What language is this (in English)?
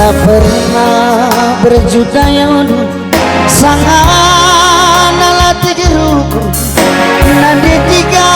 Batak Karo